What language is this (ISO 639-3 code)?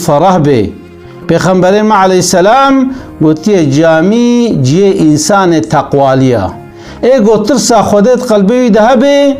kur